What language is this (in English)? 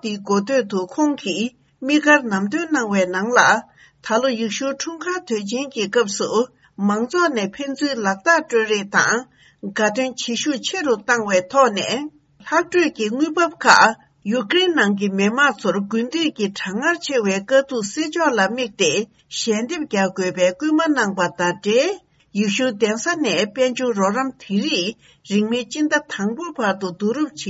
Tibetan